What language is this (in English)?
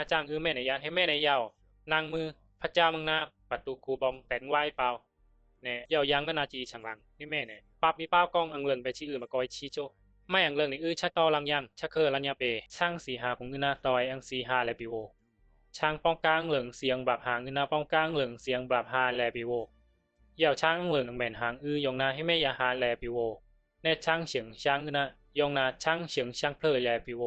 Bisu